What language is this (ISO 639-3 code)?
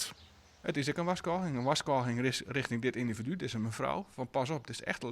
fry